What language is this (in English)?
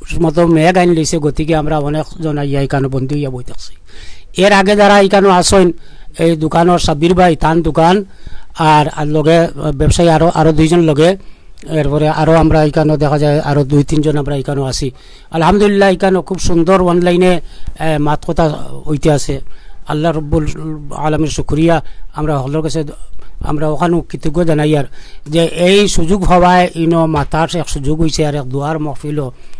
Sylheti